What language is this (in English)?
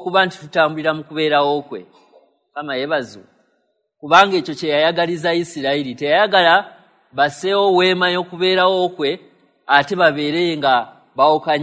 Ganda